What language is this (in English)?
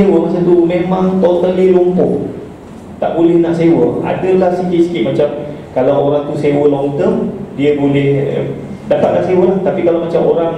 Malay